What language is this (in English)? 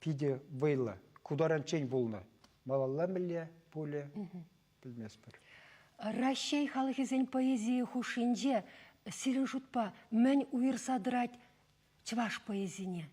Chuvash